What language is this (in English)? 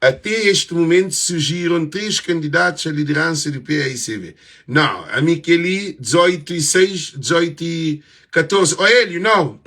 Kabuverdianu